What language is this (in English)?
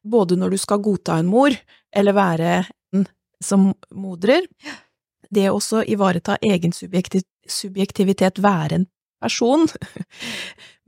Norwegian